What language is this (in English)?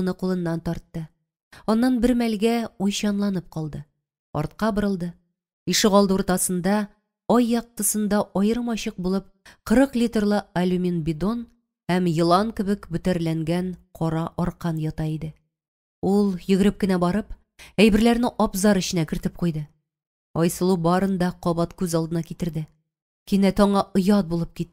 Tatar